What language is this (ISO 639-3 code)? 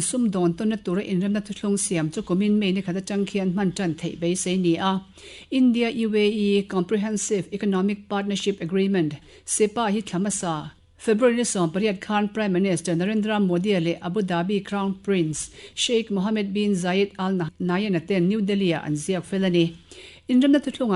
lus